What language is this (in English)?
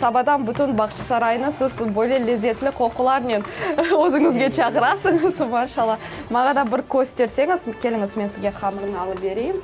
Crimean Tatar